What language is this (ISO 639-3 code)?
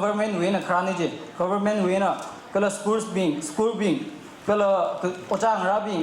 nmf